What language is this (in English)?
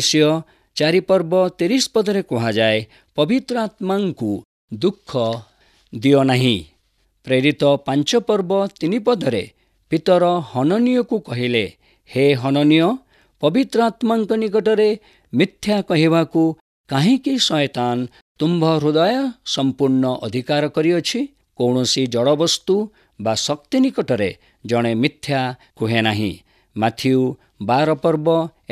Odia